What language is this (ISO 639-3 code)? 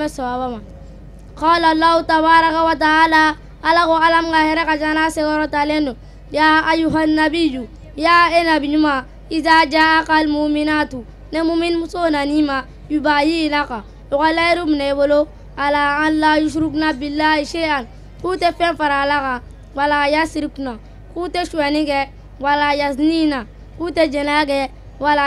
bam